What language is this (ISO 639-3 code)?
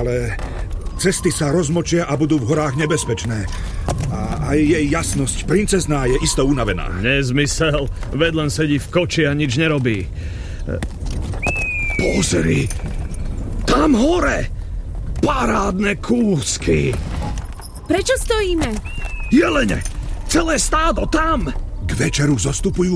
slk